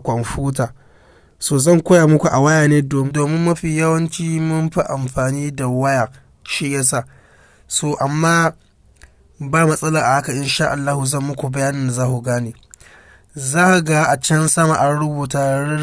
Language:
Hausa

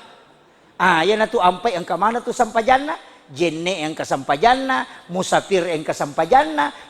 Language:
Buginese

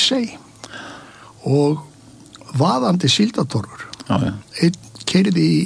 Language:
Icelandic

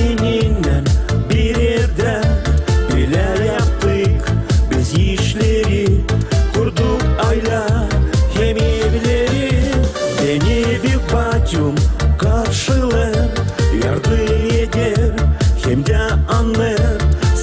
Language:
Gagauz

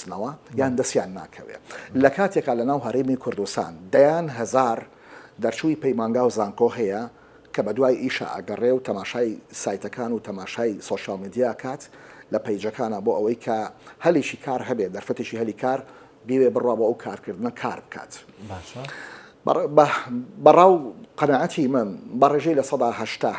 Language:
Central Kurdish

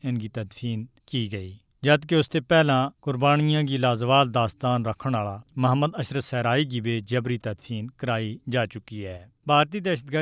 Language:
Gujari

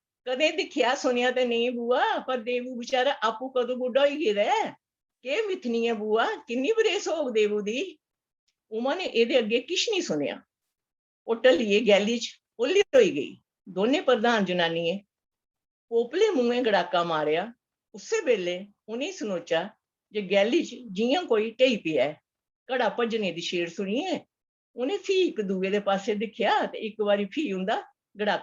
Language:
Dogri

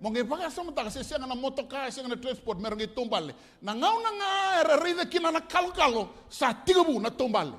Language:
Fijian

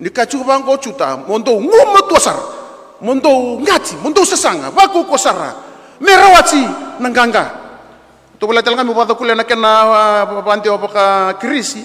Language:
Fijian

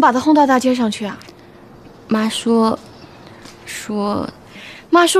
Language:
Chinese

